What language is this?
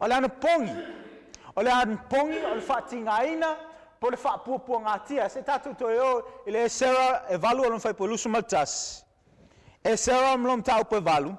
Samoan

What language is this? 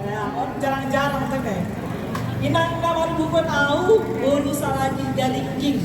Batak Simalungun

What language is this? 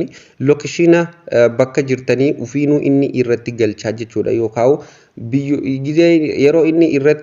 Oromo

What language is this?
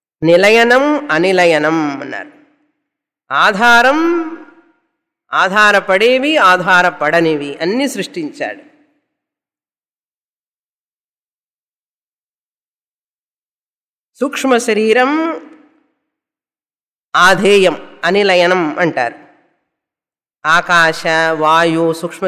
Telugu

